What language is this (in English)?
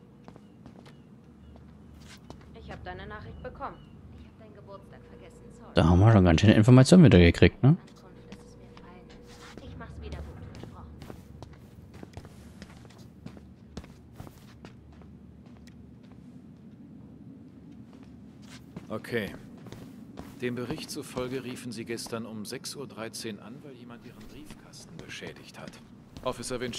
German